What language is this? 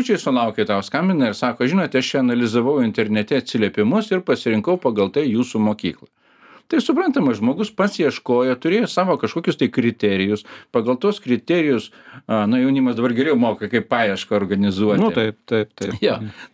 Lithuanian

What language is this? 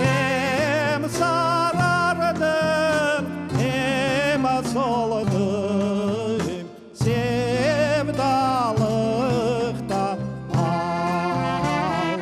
Crimean Tatar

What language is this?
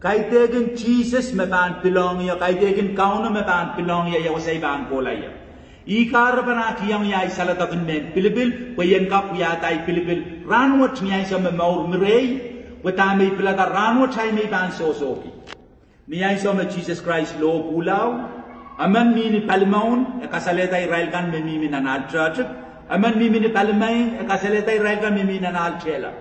Pohnpeian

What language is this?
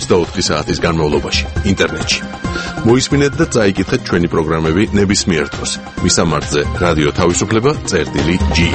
Georgian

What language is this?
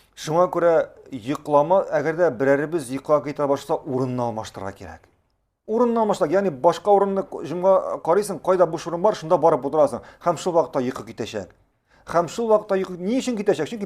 Tatar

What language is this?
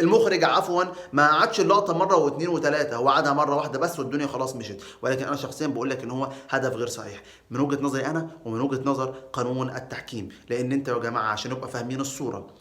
Egyptian Arabic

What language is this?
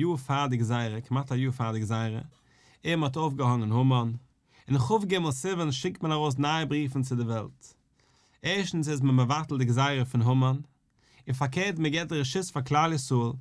Yiddish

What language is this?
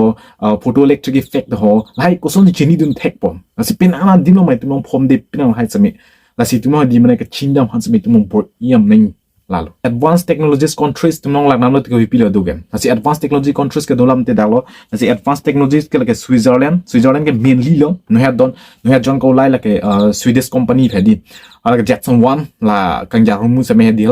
Karbi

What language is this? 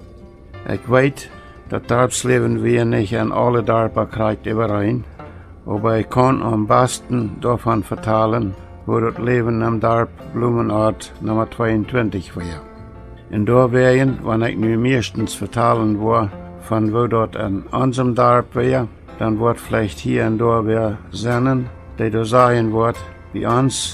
Plautdietsch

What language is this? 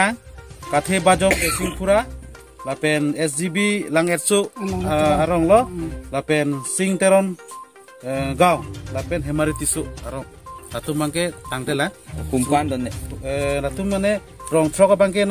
Karbi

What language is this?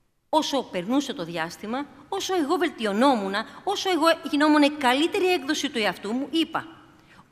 Greek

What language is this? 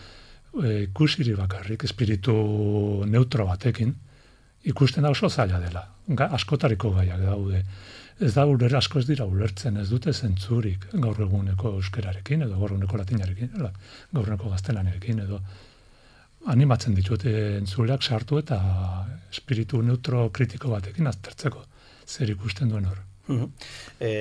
Basque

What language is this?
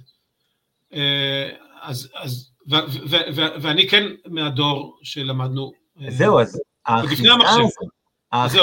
Hebrew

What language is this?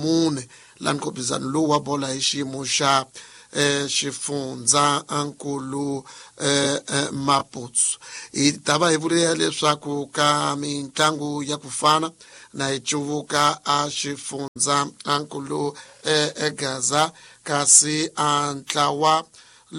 Tsonga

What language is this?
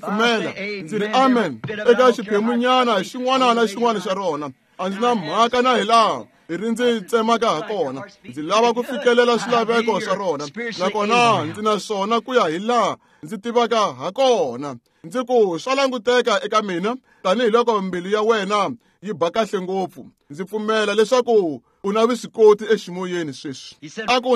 Tsonga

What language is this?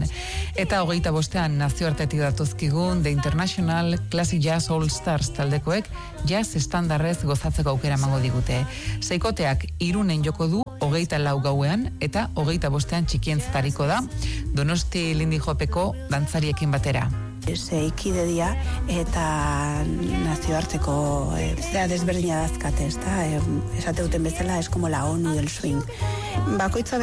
Basque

